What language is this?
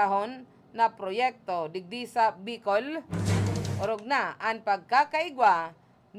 Bikol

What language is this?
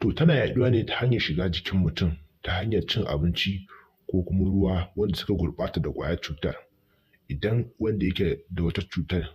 Hausa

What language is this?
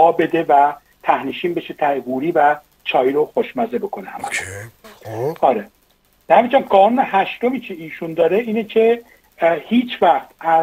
Persian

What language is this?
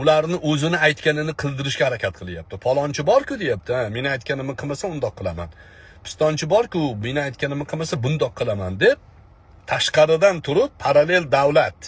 Uzbek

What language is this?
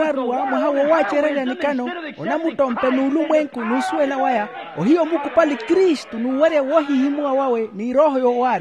Makhuwa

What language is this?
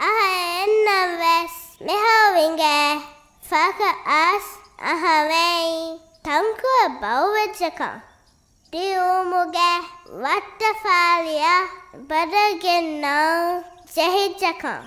Divehi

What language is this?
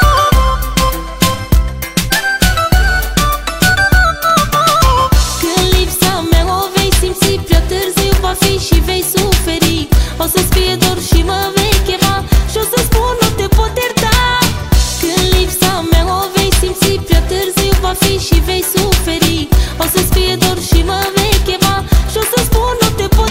Romanian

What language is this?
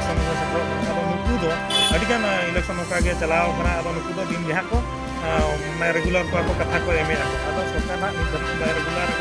Santali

